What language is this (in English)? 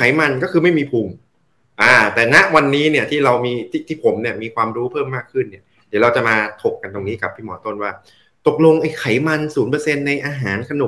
Thai